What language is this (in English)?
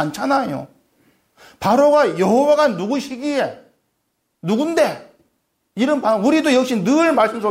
Korean